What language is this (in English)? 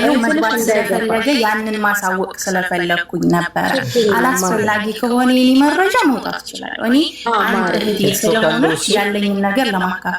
Amharic